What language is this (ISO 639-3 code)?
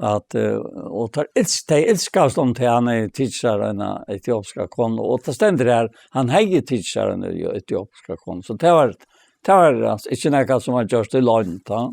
fao